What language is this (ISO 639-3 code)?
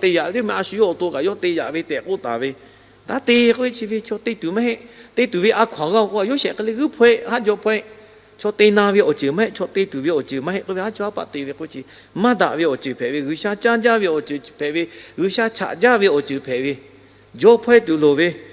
lhu